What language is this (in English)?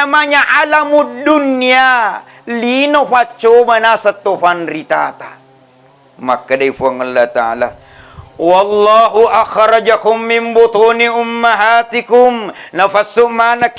Buginese